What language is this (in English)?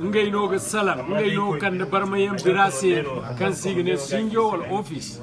Zarma